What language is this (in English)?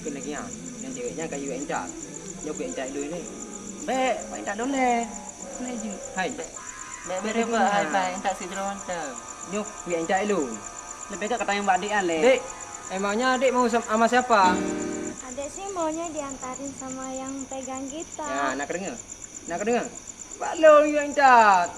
Achinese